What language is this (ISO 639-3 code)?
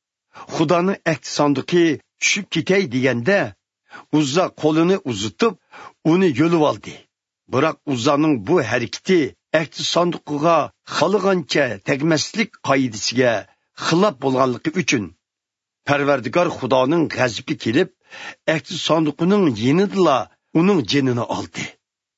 uig